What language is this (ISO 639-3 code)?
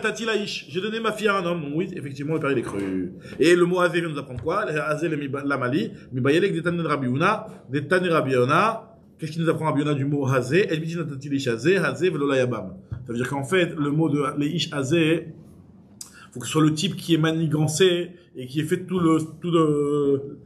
fra